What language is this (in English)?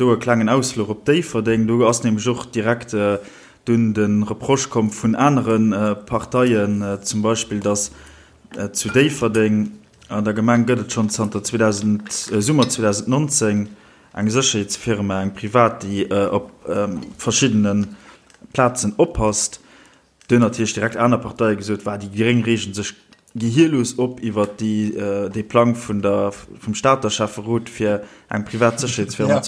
Luxembourgish